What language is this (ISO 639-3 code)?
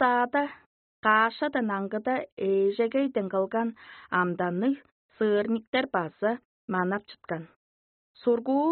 tyv